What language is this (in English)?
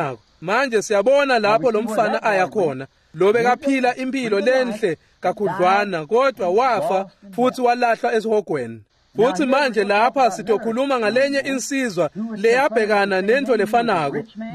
Swati